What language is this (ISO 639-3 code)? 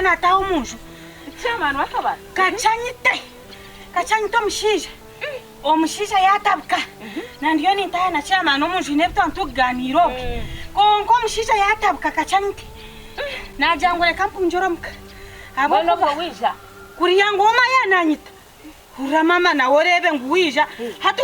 nyn